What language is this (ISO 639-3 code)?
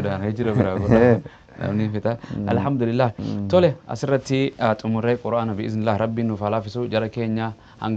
orm